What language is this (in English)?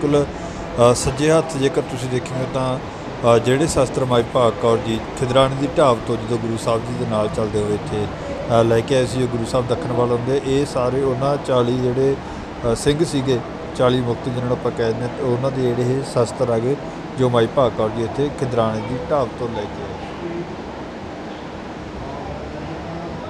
Punjabi